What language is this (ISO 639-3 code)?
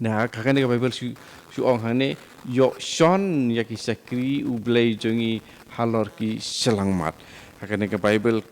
kha